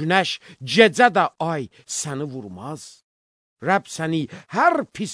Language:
Azerbaijani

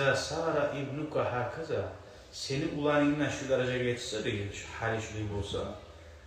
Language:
Kumyk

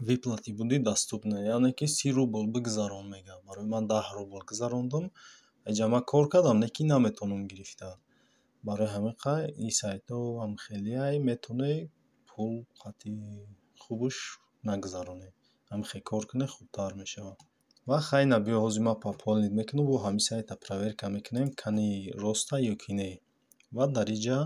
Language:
Tajik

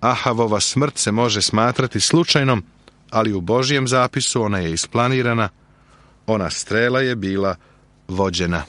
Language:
Serbian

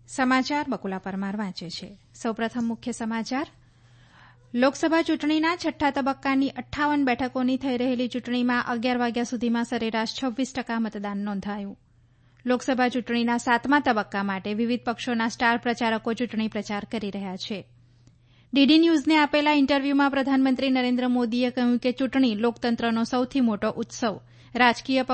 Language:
Gujarati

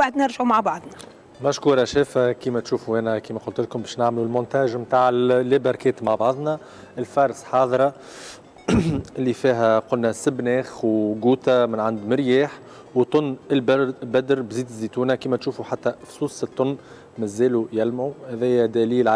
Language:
Tunisian Arabic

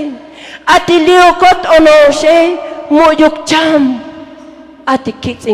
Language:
Tzotzil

